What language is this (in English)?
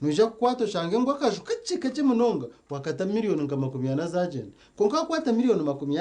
Nyankole